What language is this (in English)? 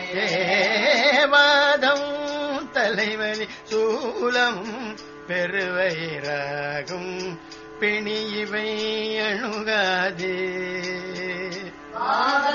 Tamil